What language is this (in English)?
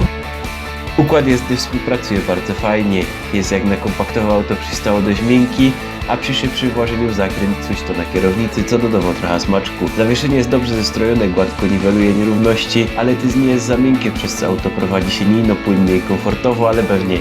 Silesian